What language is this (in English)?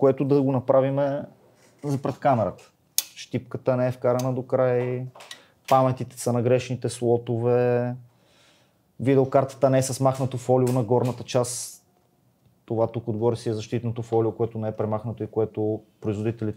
Bulgarian